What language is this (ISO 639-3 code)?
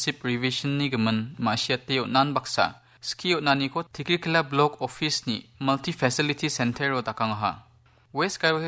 grt